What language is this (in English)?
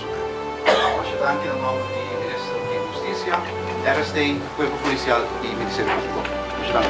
Papiamento